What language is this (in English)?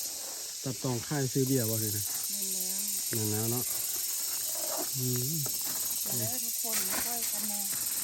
Lao